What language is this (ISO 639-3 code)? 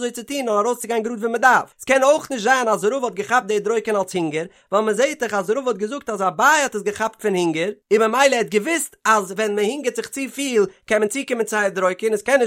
yid